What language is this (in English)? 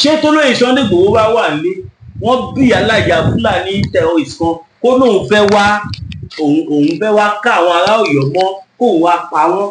Yoruba